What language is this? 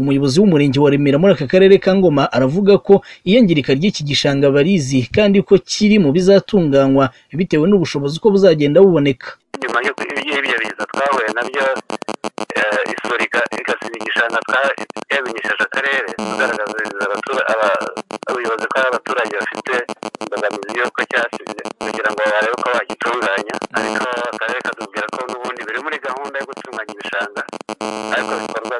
Kinyarwanda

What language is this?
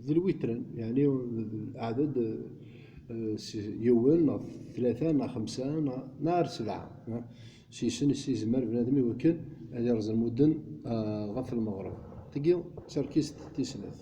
Kabyle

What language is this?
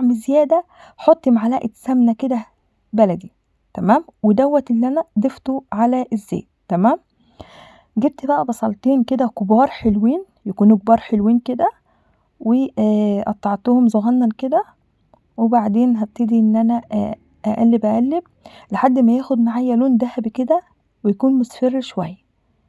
Egyptian Arabic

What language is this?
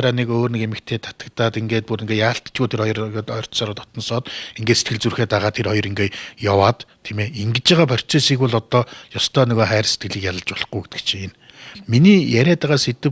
Mongolian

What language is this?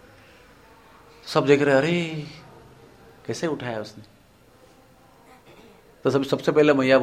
Hindi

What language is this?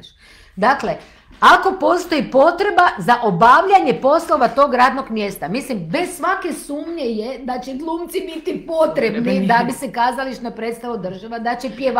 Croatian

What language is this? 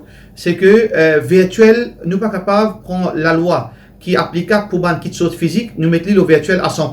Morisyen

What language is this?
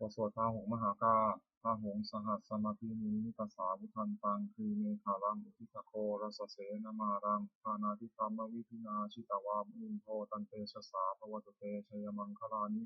Pali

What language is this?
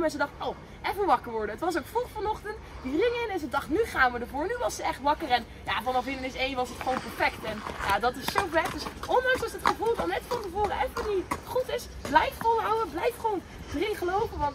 Dutch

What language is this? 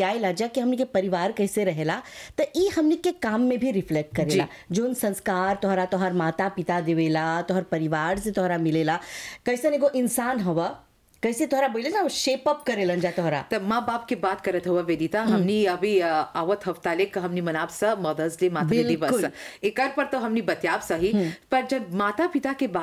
Bhojpuri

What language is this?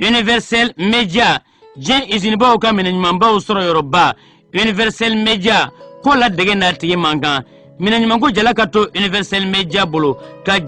Bambara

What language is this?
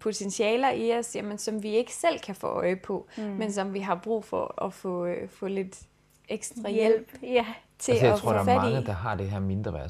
Danish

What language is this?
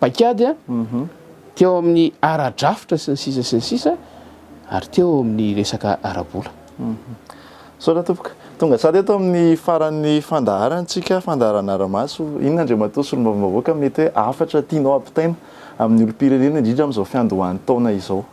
Malagasy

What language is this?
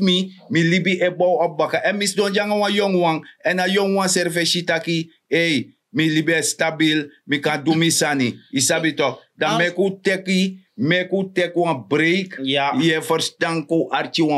Sranan Tongo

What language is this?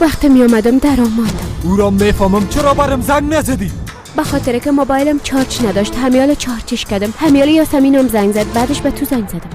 Persian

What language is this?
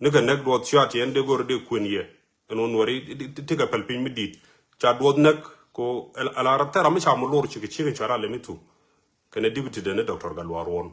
Nuer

